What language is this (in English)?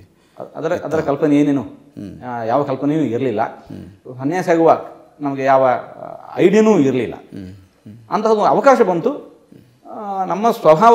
Kannada